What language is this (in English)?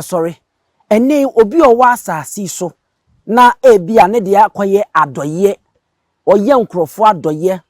Akan